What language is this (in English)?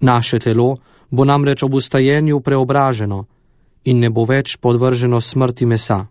Slovenian